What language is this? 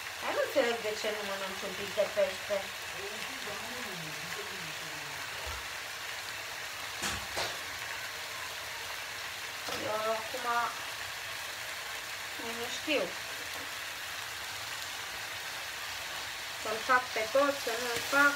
Romanian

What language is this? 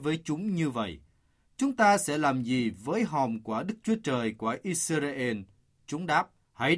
Vietnamese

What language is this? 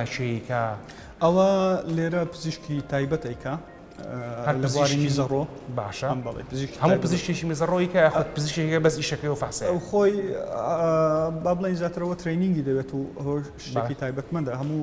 Central Kurdish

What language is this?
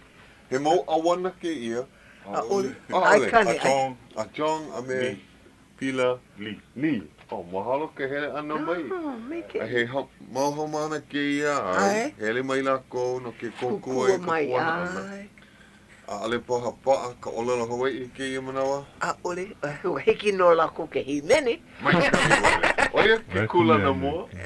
Hawaiian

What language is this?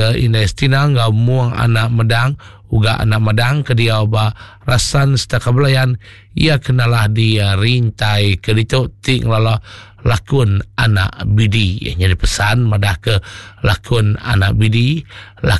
Iban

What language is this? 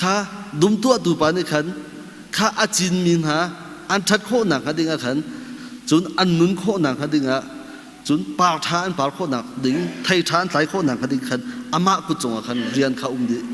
Hakha Chin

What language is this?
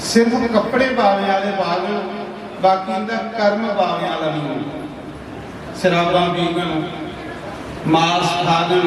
Dogri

